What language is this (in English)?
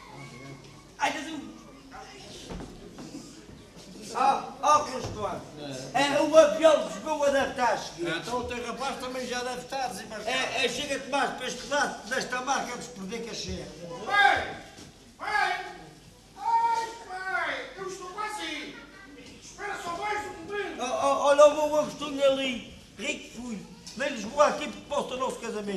Portuguese